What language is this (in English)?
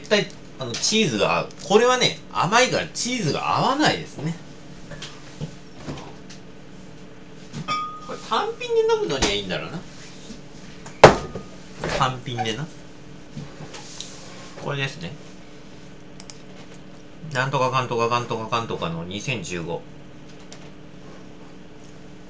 Japanese